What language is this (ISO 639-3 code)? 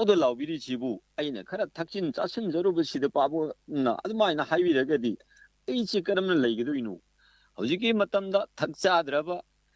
mni